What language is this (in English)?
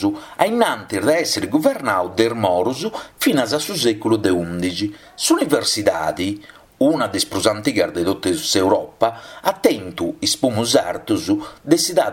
Sardinian